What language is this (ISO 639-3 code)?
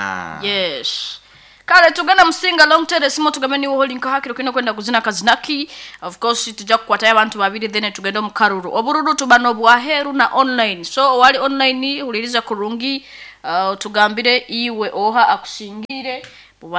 nyn